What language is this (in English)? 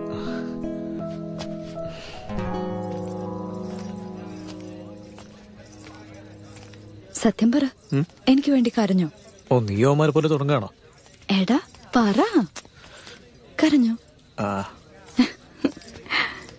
Malayalam